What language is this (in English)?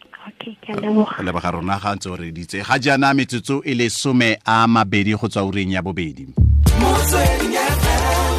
Tswana